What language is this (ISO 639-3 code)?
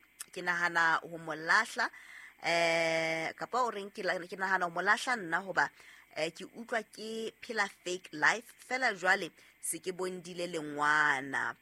sot